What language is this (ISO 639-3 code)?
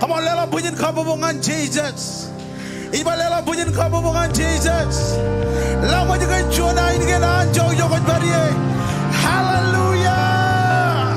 mah